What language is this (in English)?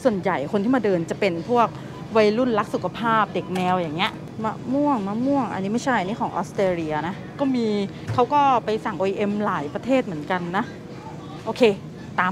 Thai